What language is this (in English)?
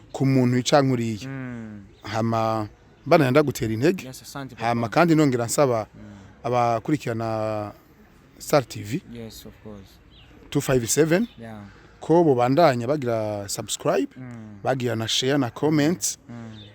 Rundi